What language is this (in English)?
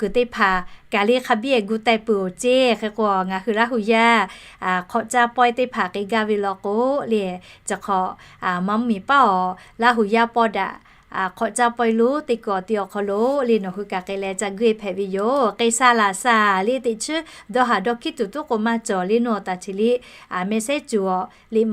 Lahu